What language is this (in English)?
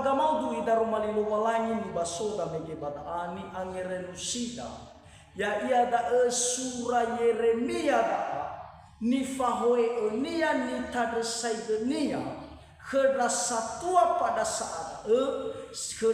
Nias